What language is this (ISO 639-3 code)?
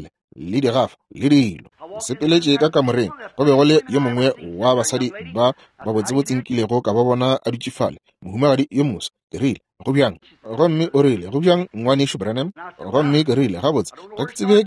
nso